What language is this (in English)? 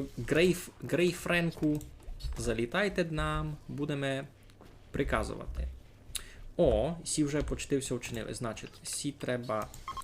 Rusyn